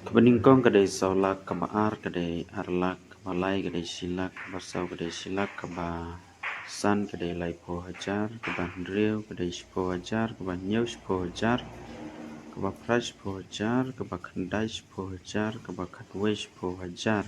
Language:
Khasi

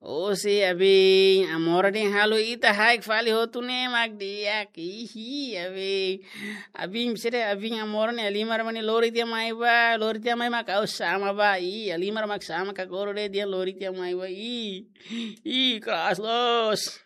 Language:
Tetum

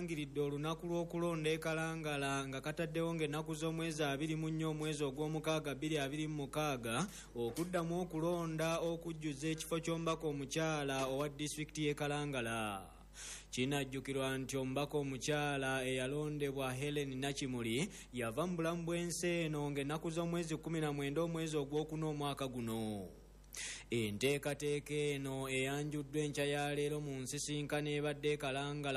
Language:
Ganda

